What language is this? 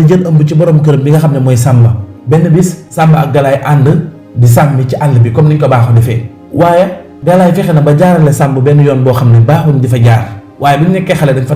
Wolof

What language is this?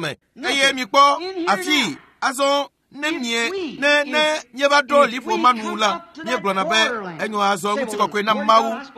Ewe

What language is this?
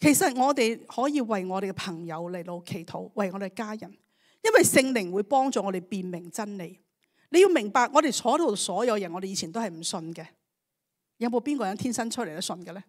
Cantonese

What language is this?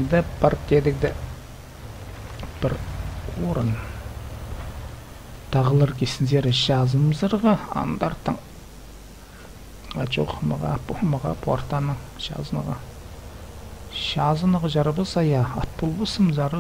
Kazakh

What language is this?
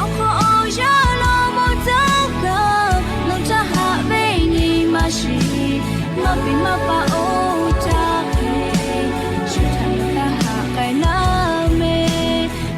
Lahu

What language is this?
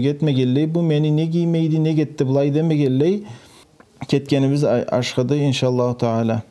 Karachay-Balkar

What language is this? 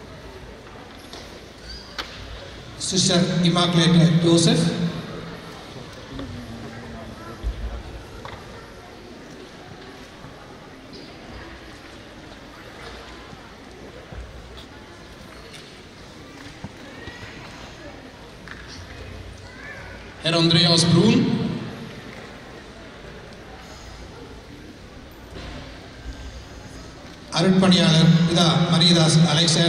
Tamil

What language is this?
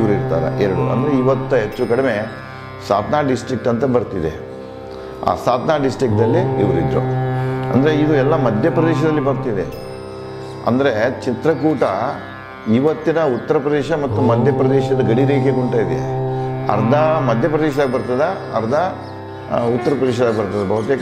Kannada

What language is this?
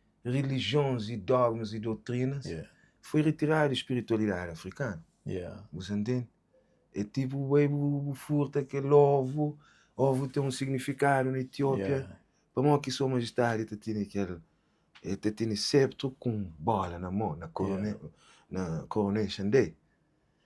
Kabuverdianu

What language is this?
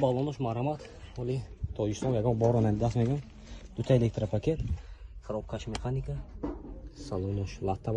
Tajik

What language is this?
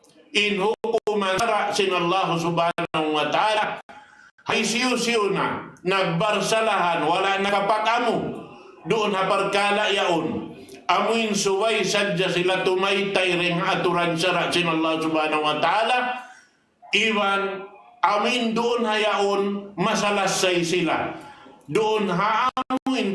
Tausug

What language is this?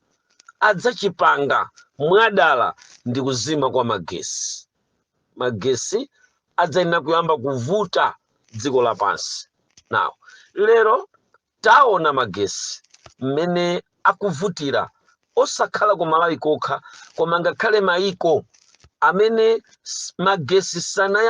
Nyanja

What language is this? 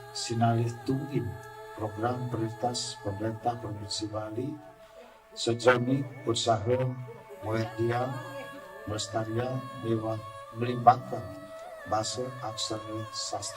Balinese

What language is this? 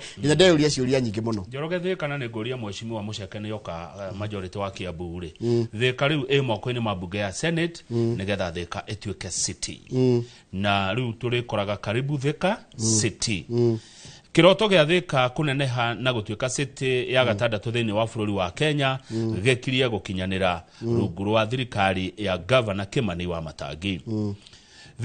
Kikuyu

